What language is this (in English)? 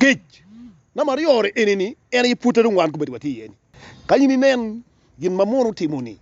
Acoli